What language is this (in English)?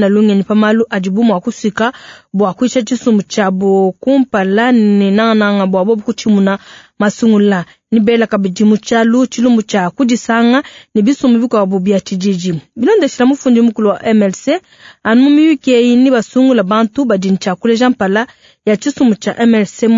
Luba-Lulua